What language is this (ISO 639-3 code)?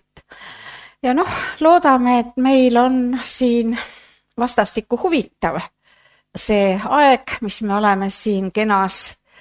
est